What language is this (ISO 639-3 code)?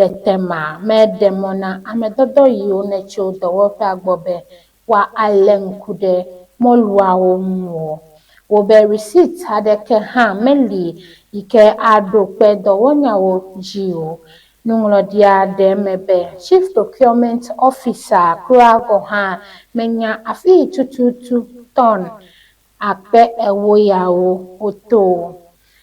ewe